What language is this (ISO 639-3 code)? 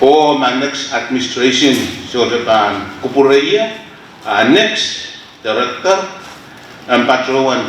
pon